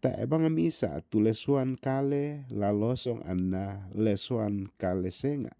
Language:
Toraja-Sa'dan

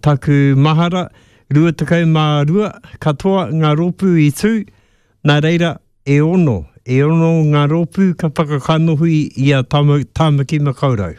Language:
Māori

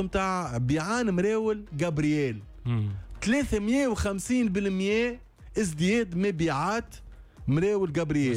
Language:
Tunisian Arabic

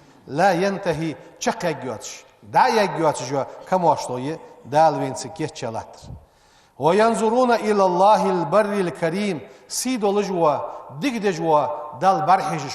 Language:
Ingush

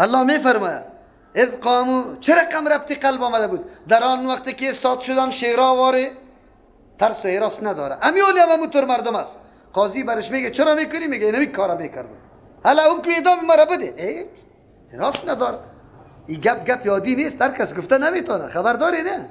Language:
Persian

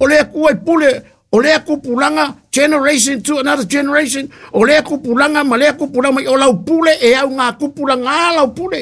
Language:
Samoan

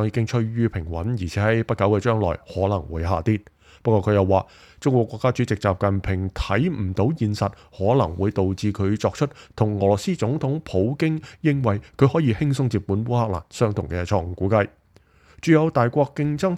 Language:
Cantonese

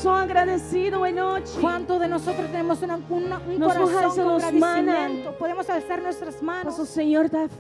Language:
Papiamento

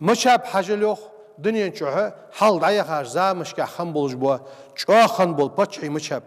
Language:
Ingush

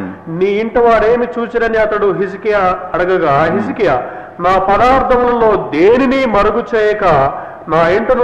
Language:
Telugu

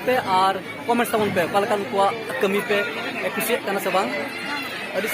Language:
Santali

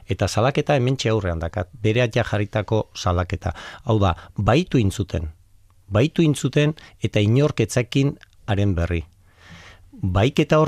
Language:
Basque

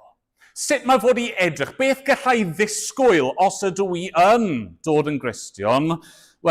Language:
Welsh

